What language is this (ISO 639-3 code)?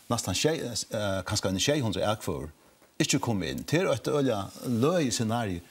fao